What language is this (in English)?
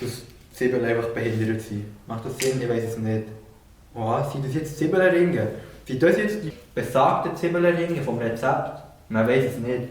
Swiss German